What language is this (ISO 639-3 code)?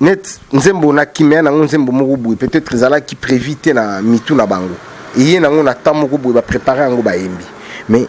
lin